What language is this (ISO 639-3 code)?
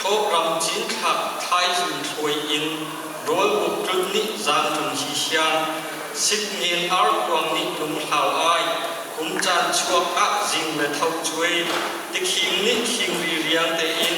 cnh